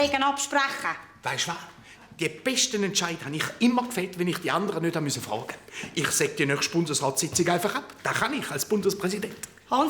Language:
Swiss German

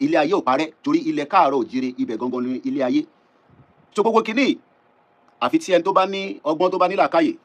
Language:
Yoruba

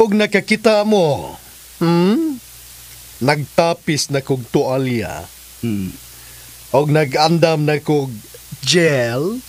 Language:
Cebuano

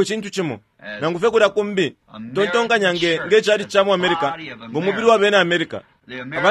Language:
Bemba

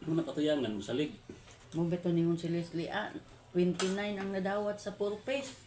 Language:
Cebuano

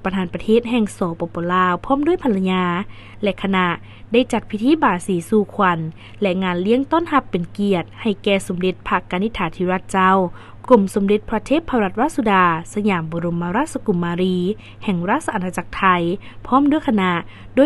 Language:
Lao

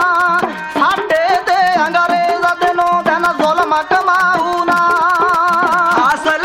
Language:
Punjabi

